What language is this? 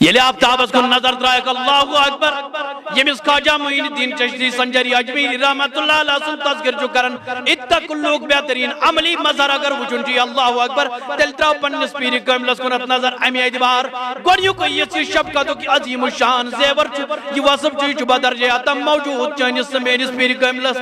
Kashmiri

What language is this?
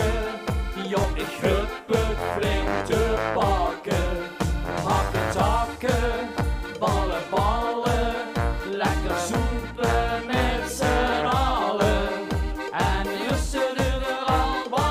Limburgish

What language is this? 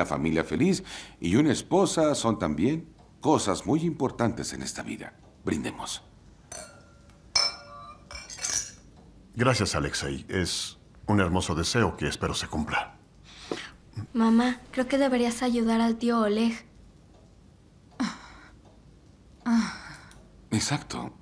Spanish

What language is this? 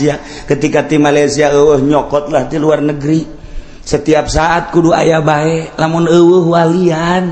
Sundanese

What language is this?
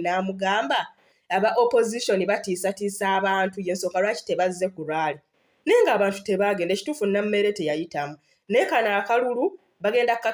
Ganda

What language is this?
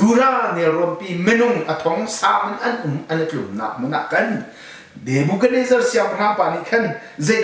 Hakha Chin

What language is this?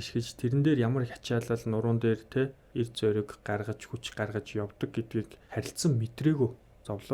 Mongolian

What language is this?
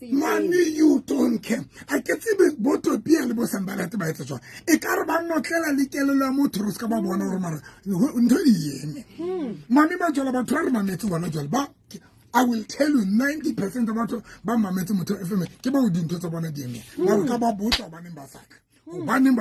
Southern Sotho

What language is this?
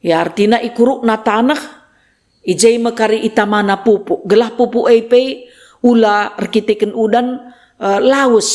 Batak Karo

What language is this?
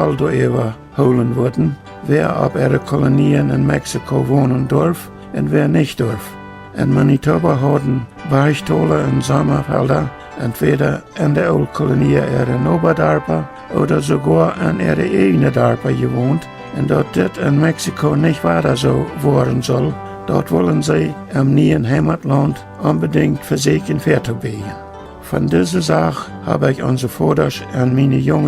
Plautdietsch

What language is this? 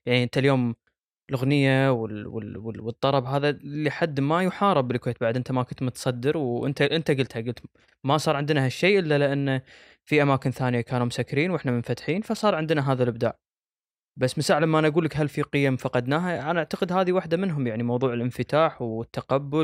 Gulf Arabic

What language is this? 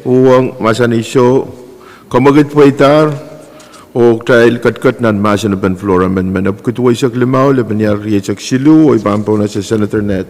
Pohnpeian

